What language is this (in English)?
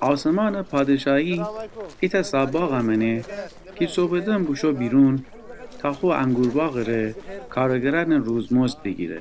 Gilaki